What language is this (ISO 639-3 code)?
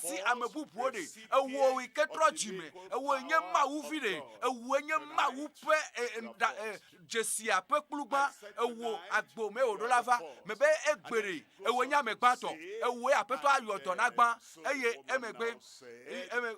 ewe